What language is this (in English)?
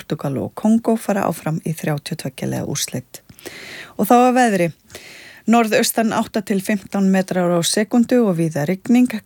Icelandic